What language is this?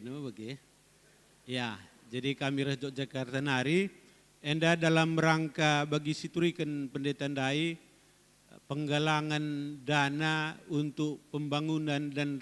Batak Karo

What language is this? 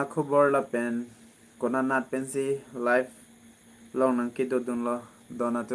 Karbi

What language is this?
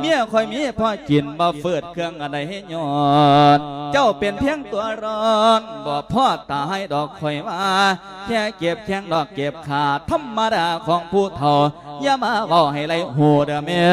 Lao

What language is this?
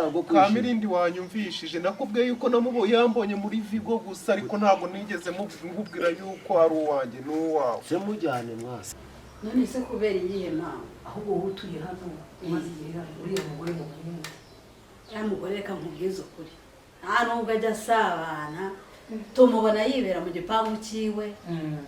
Kinyarwanda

